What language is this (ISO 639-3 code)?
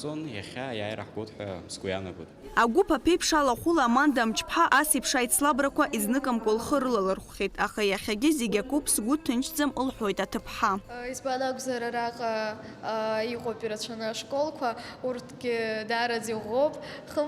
abk